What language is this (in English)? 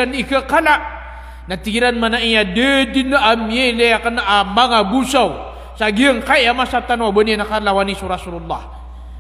Maranao